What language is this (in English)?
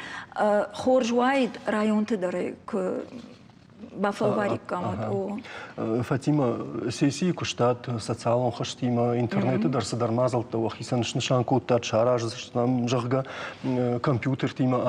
Ossetic